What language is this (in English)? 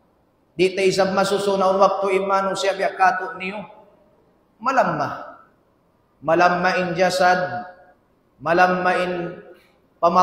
Tausug